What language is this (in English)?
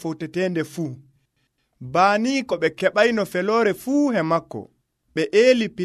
Nigerian Fulfulde